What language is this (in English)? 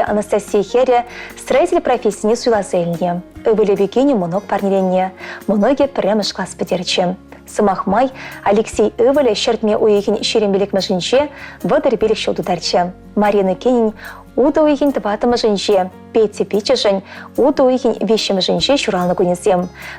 Chuvash